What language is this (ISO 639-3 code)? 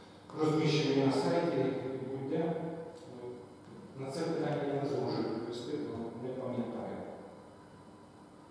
ukr